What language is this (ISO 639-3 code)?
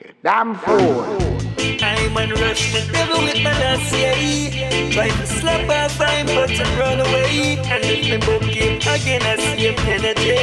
jam